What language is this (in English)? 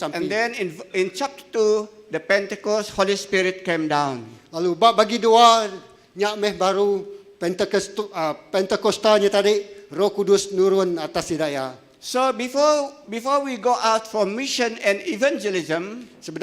Iban